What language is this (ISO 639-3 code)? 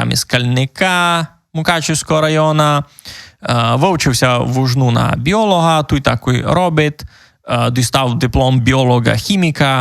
rue